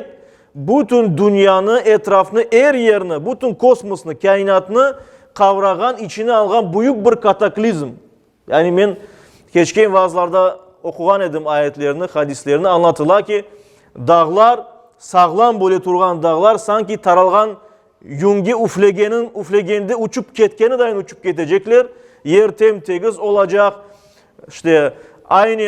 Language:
Crimean Tatar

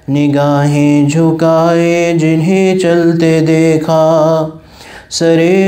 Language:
Urdu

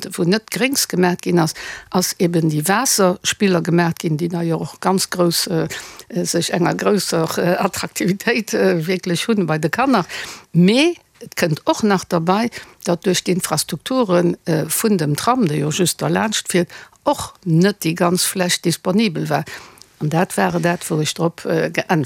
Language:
Luxembourgish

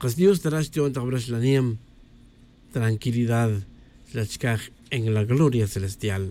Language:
Tz'utujil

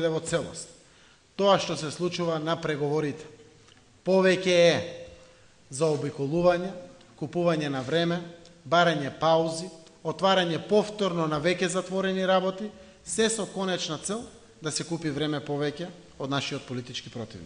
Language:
Macedonian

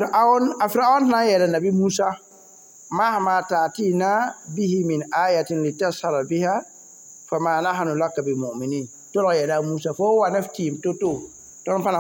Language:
Mossi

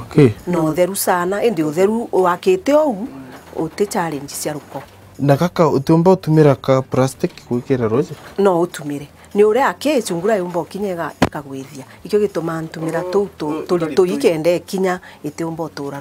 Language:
Meru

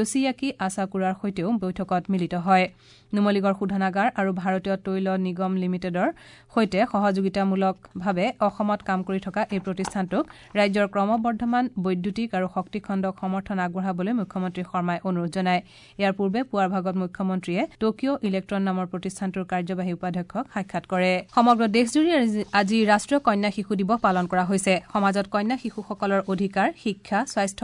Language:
Assamese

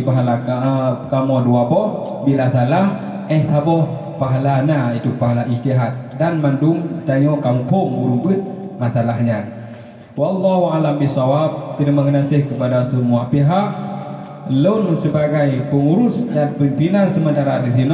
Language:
Achinese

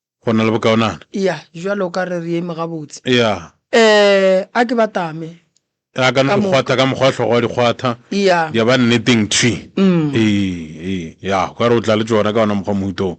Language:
Northern Sotho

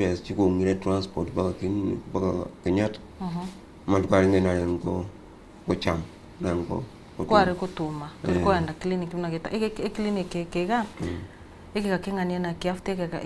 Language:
Gusii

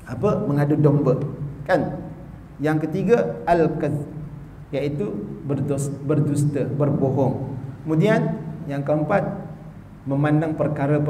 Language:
Malay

